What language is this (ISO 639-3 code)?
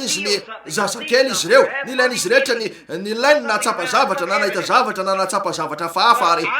mlg